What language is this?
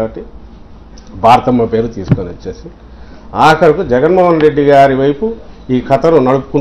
Telugu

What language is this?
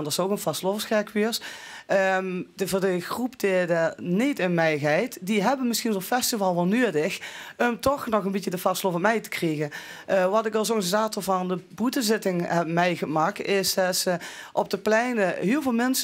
Limburgish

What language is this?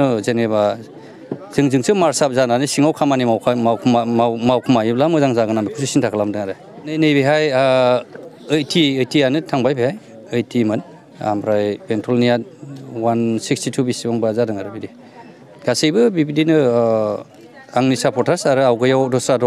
Bodo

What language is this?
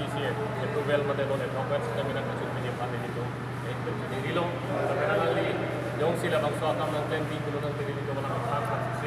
Karbi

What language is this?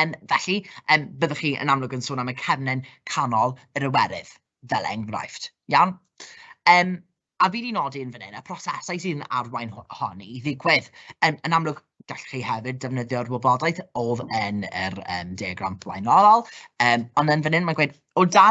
Welsh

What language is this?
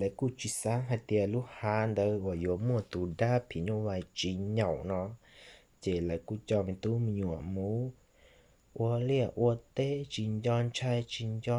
Hmong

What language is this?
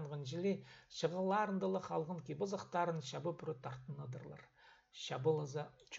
Khakas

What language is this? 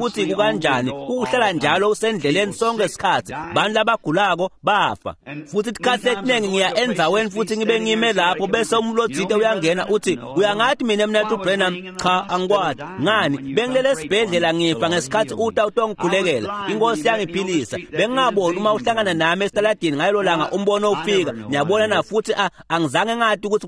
Swati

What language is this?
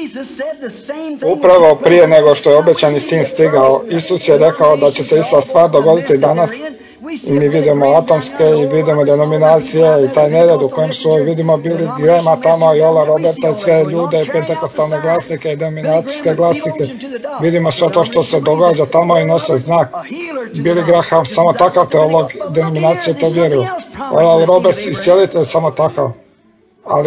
Croatian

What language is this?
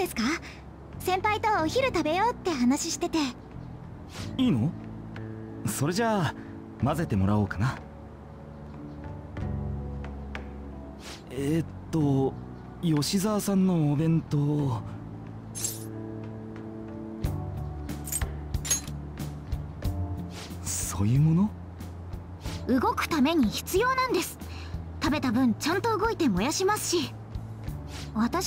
Japanese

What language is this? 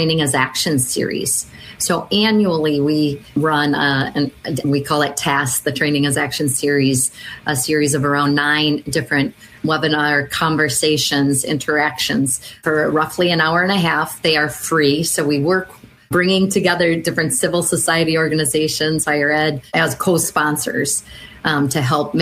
English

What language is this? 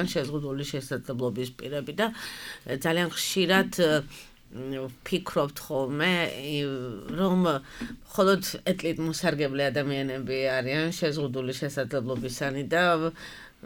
Georgian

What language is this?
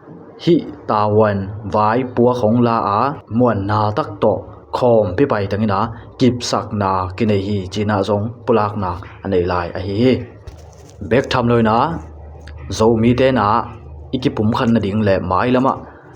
Tedim Chin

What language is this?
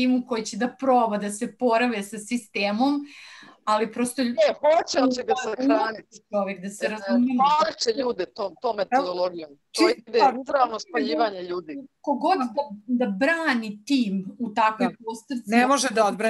Serbian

